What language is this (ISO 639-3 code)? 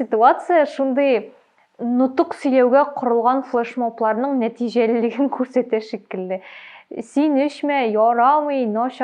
tat